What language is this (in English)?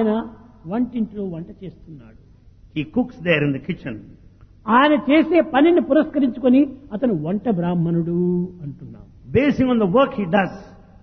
Telugu